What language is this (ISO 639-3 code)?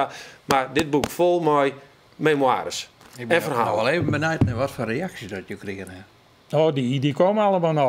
fry